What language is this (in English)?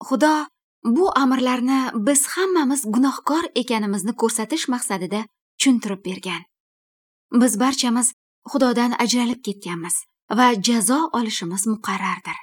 Uzbek